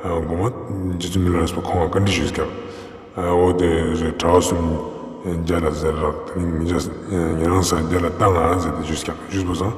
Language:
Ladakhi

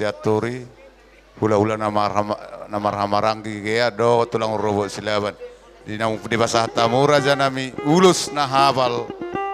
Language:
Batak Toba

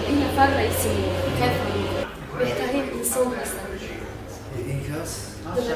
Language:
Tajik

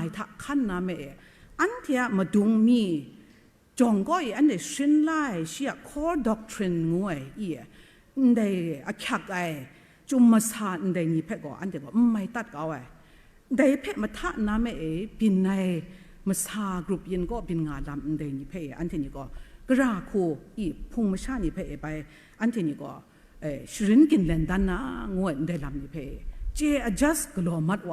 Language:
Kachin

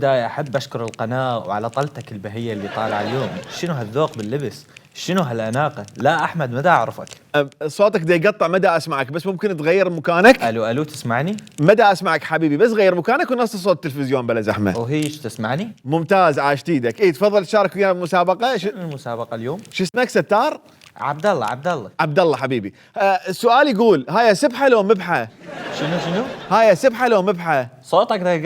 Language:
Mesopotamian Arabic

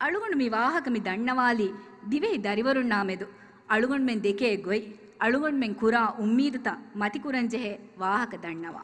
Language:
Divehi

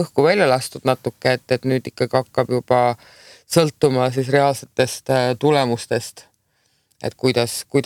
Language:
Estonian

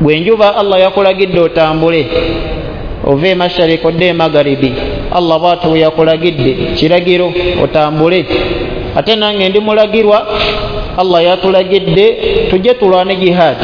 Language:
Ganda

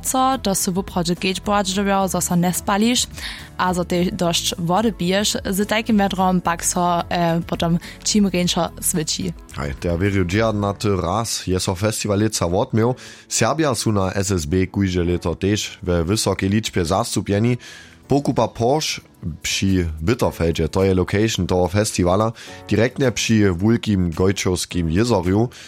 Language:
Upper Sorbian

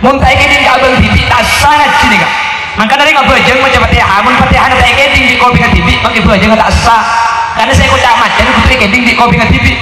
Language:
Madurese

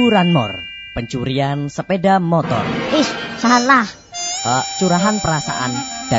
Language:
Javanese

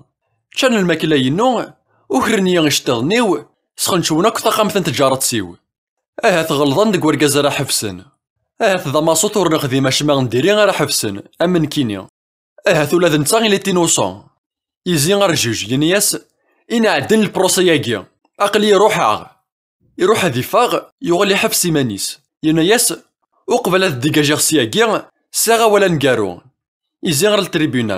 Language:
Kabyle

